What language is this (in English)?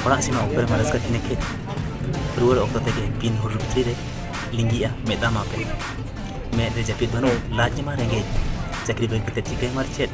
Santali